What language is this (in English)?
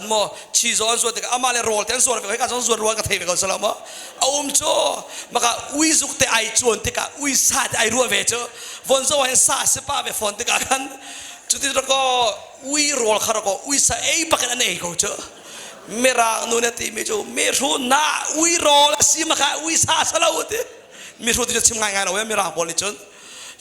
Hakha Chin